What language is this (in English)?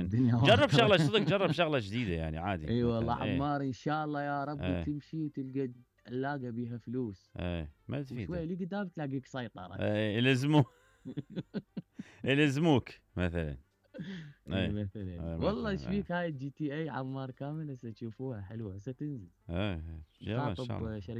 Mesopotamian Arabic